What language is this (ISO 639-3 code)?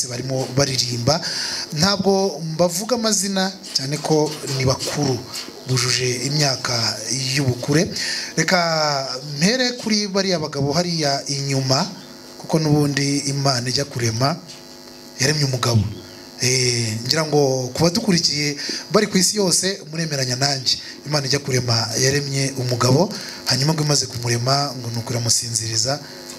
kin